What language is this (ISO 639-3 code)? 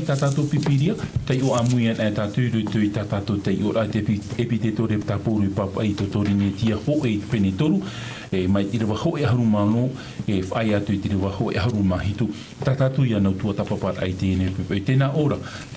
tah